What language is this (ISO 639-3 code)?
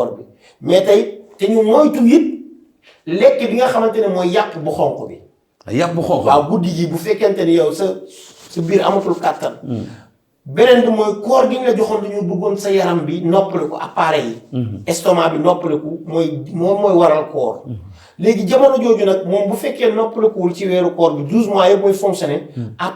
wol